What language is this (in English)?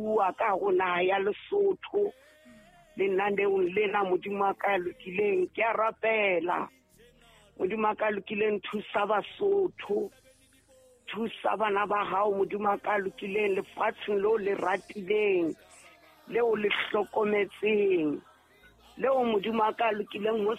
Southern Sotho